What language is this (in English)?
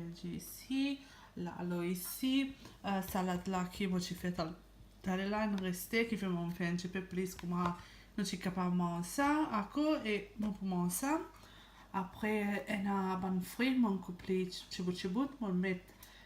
Morisyen